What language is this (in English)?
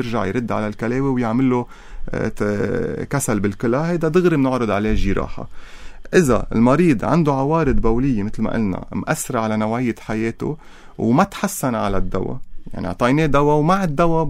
North Levantine Arabic